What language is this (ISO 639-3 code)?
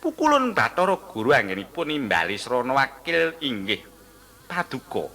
jav